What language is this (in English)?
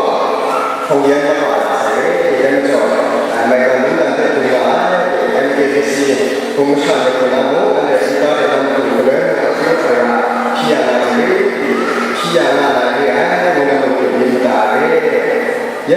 Kachin